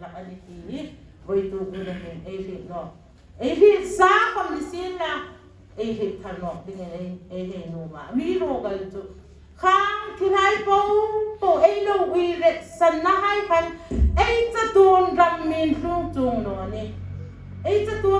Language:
Hmar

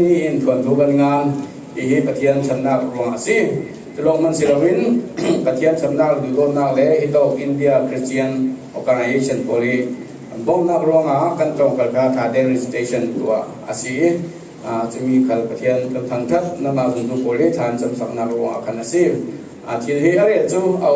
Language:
Falam Chin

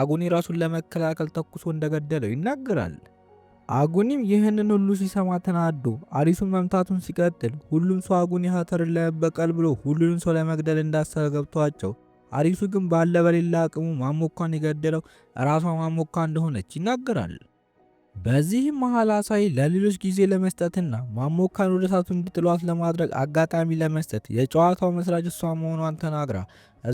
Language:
Amharic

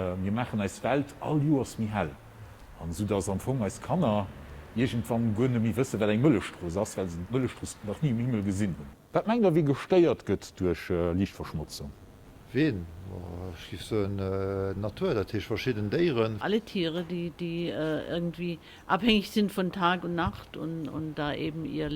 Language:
Luxembourgish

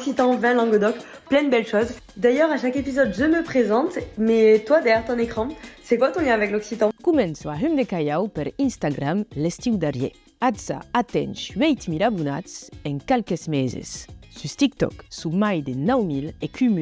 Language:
Occitan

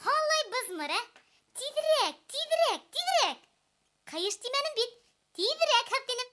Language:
Bashkir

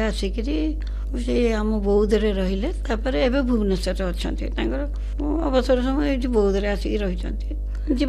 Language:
Odia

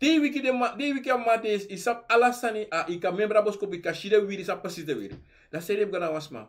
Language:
Sranan Tongo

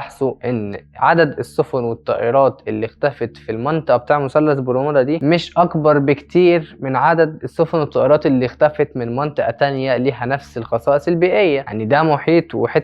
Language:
Egyptian Arabic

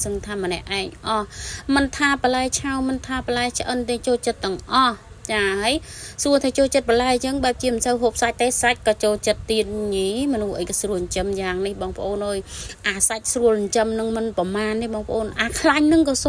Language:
Khmer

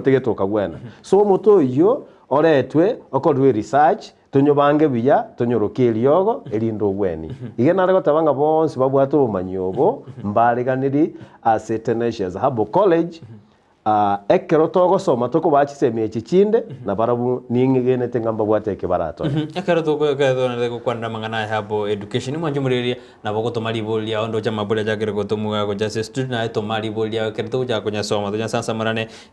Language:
Gusii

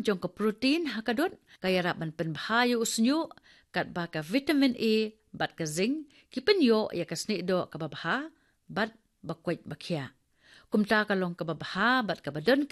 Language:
Khasi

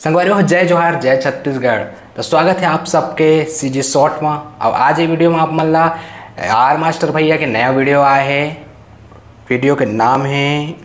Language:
Chhattisgarhi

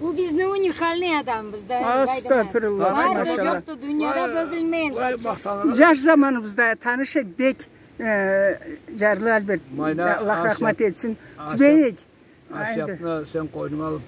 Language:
Karachay-Balkar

